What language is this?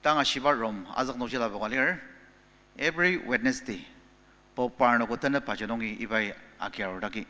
Ao Naga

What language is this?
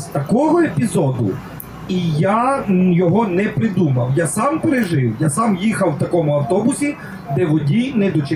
Ukrainian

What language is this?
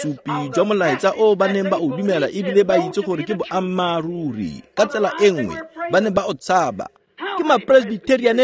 Tswana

